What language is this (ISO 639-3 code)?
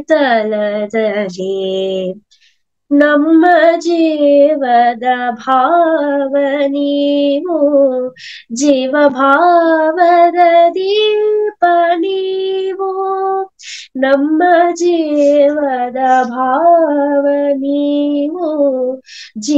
kan